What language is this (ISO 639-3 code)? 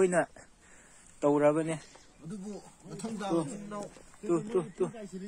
mni